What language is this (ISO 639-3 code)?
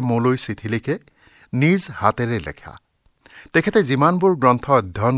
asm